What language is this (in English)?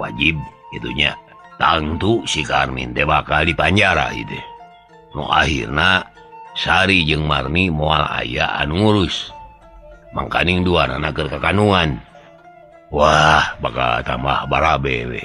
Sundanese